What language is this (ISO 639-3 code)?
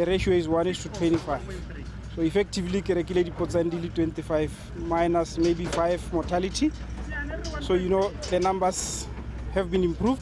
tsn